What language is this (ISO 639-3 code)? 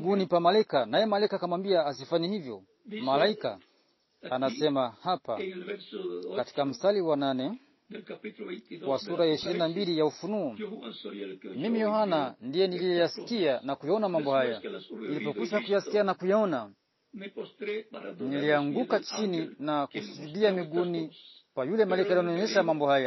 swa